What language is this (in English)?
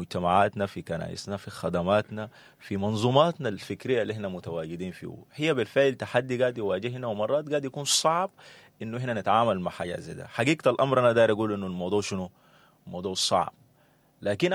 Sudanese Arabic